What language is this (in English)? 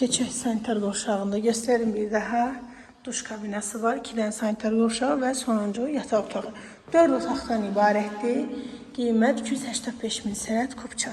Azerbaijani